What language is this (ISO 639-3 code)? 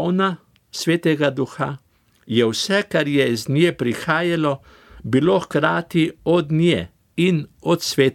slv